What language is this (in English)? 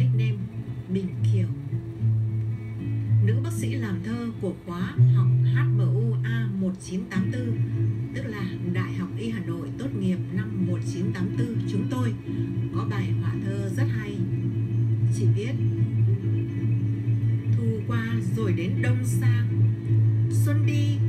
Vietnamese